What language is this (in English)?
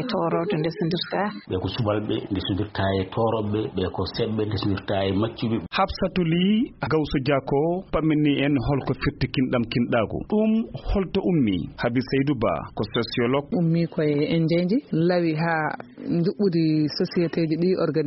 Fula